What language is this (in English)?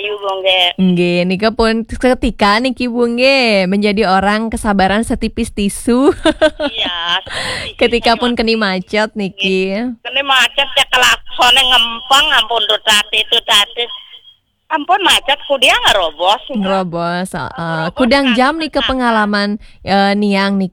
Balinese